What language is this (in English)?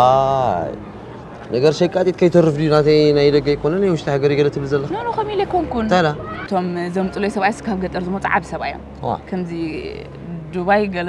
Tigrinya